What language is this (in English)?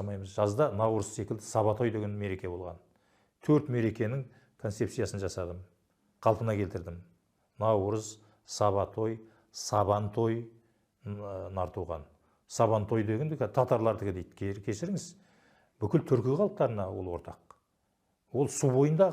Kazakh